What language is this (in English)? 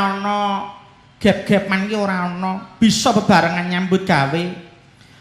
Javanese